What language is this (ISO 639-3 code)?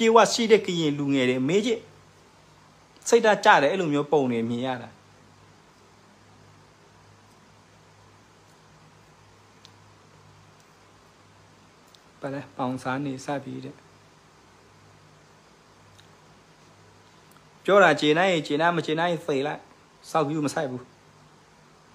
mya